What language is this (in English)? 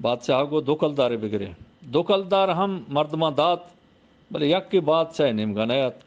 Eastern Balochi